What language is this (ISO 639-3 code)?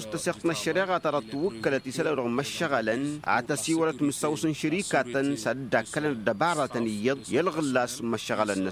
taq